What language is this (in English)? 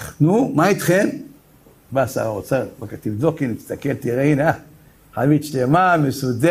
Hebrew